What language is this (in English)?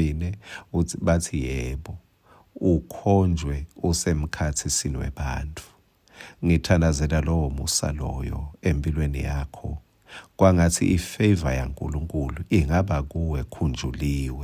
Swati